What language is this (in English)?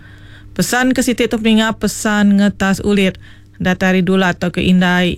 Iban